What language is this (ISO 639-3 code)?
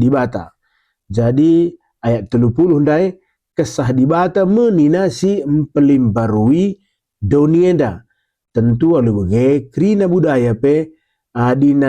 btx